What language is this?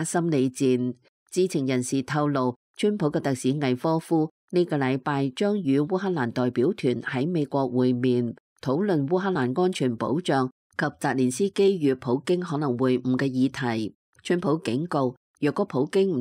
Cantonese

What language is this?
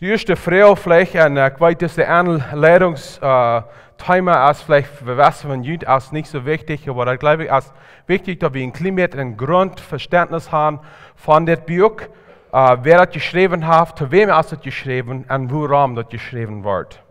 Plautdietsch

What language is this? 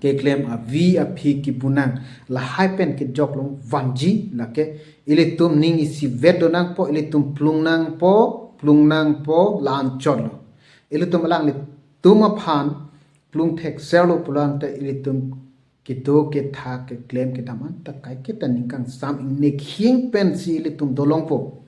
Karbi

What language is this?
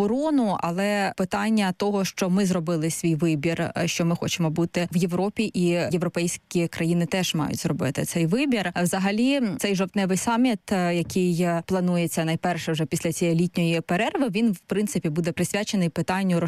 Ukrainian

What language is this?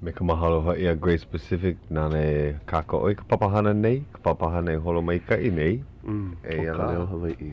Hawaiian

